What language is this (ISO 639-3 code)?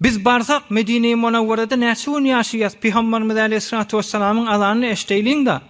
tuk